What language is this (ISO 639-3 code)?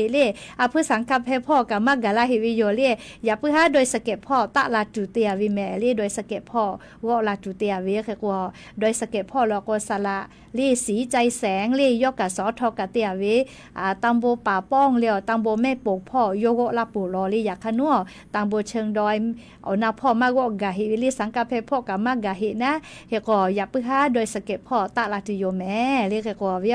lhu